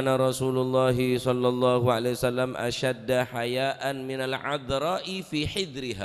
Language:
Madurese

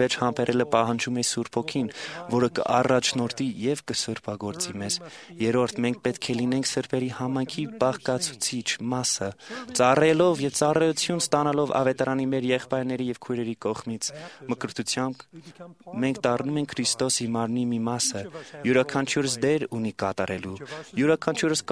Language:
Armenian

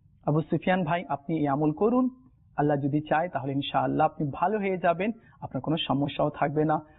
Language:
Bangla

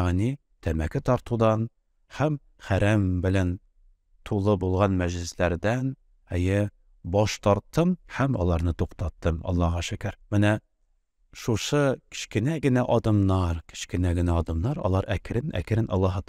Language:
Tatar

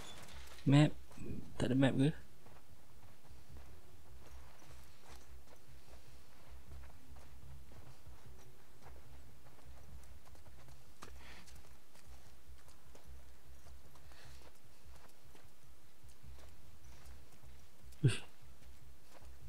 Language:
Malay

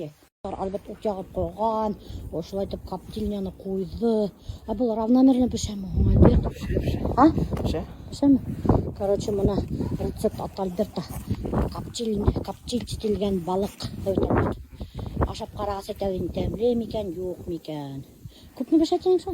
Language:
Bashkir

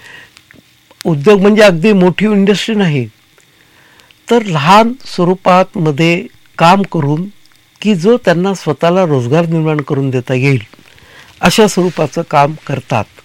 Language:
Marathi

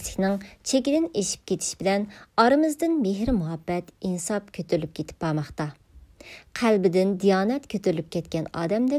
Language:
Uyghur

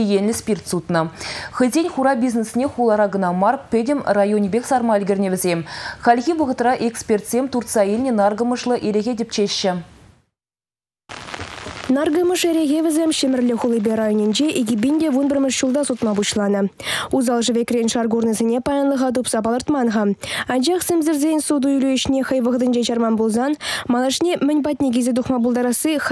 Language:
Chuvash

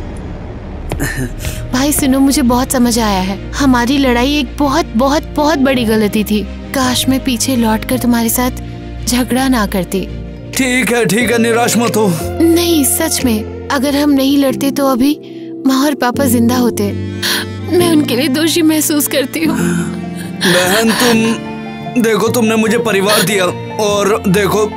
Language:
Hindi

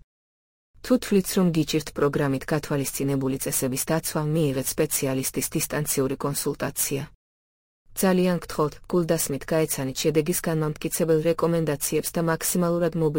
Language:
Georgian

